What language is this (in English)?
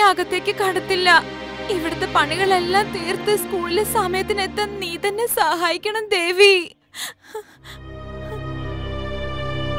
Malayalam